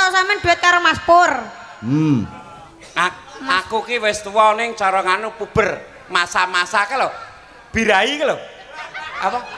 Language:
Javanese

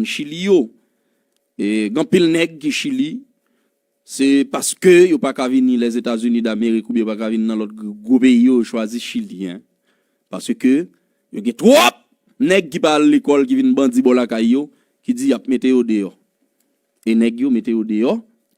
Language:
Haitian Creole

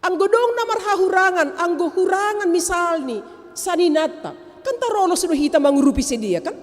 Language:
Batak Simalungun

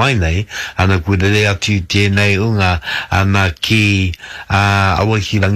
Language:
Māori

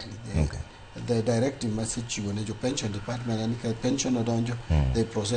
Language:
Luo (Kenya and Tanzania)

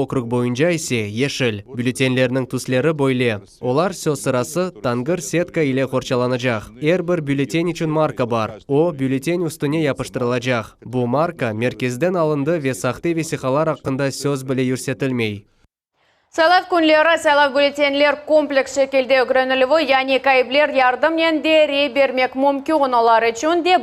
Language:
Crimean Tatar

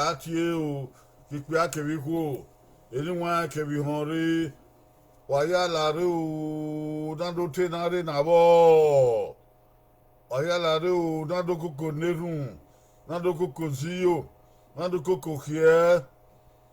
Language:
Bini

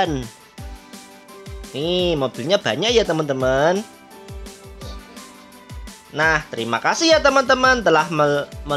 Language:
Indonesian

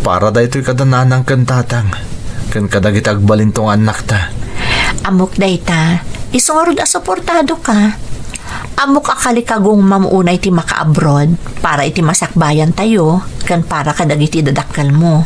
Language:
Iloko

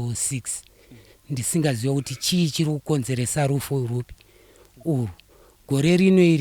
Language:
Shona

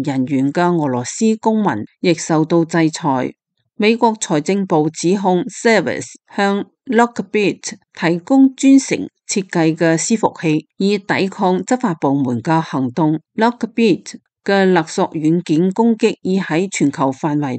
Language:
Cantonese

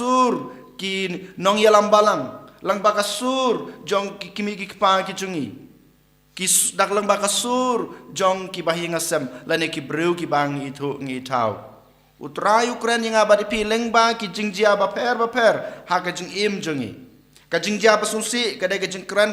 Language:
Khasi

